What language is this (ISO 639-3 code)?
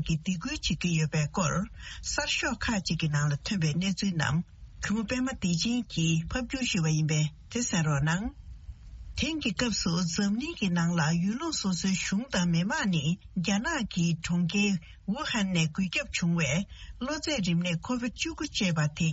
bod